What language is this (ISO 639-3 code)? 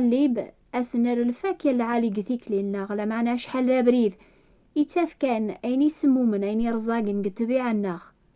kab